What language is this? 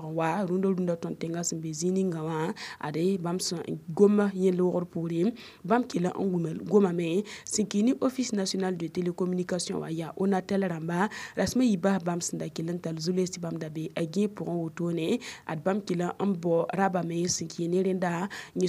Mossi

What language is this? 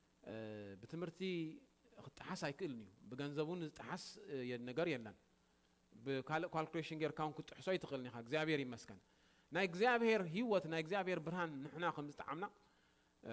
Tigrinya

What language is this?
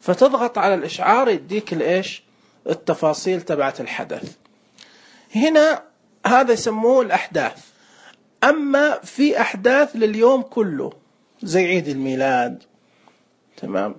Najdi Arabic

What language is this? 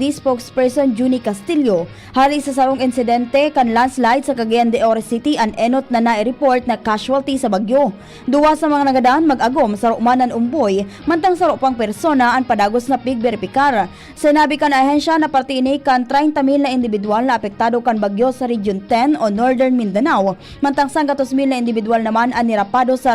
Bikol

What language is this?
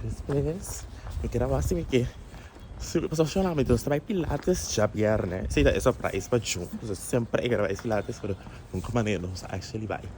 Papiamento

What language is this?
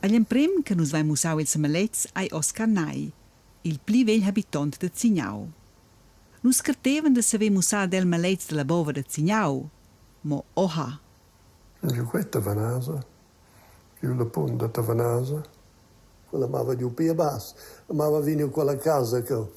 Romansh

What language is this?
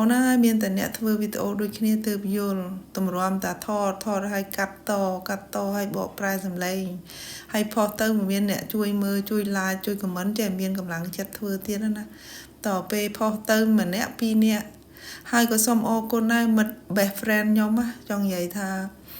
Khmer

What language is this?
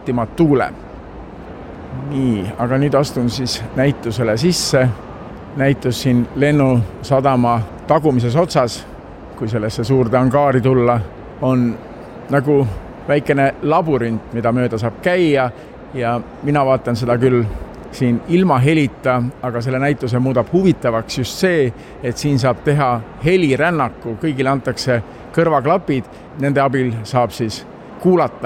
Estonian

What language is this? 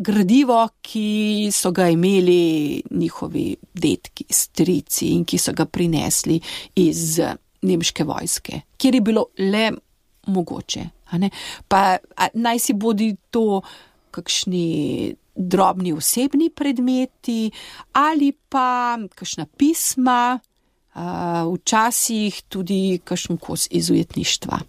Slovenian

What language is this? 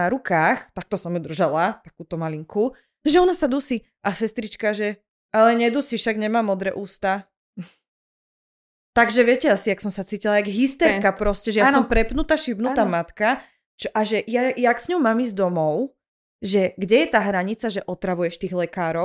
Slovak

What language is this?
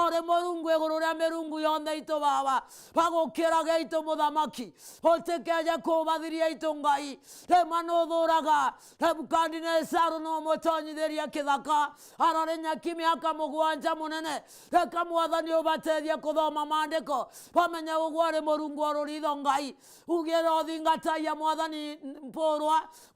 Meru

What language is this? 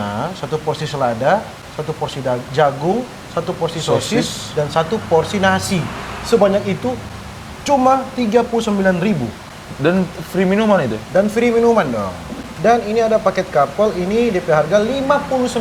Manado Malay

